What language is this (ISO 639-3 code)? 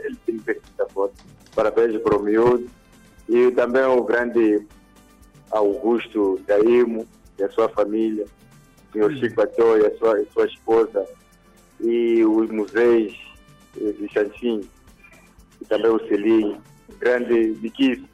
por